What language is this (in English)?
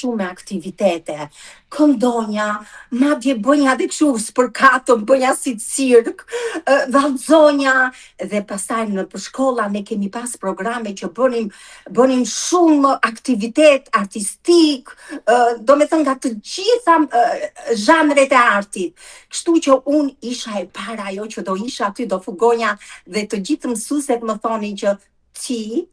Albanian